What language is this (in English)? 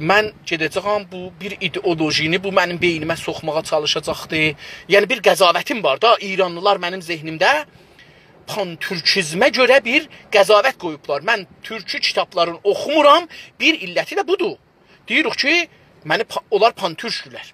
South Azerbaijani